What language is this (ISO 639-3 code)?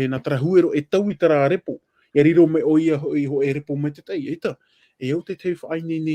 tah